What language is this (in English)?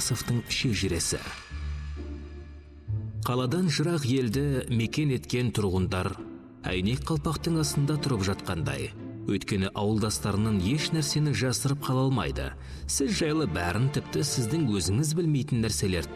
Kazakh